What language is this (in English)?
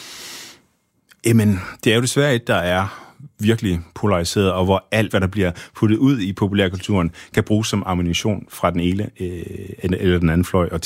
Danish